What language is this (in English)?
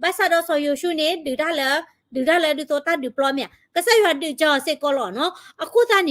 S'gaw Karen